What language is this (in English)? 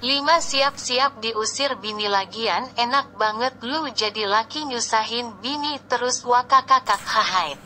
Betawi